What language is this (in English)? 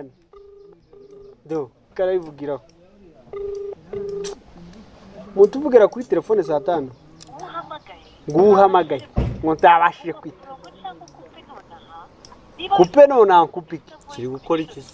Kinyarwanda